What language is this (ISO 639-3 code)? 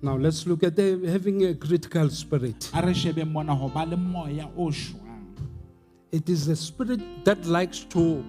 sot